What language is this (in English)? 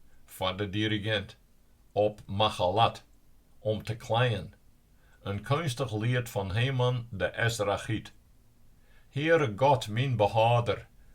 Western Frisian